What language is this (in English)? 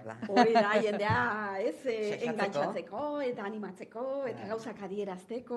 Basque